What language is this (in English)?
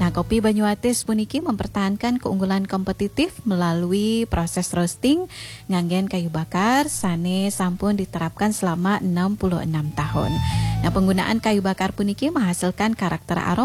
Balinese